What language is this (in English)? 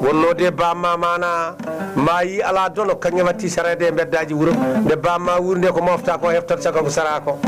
Fula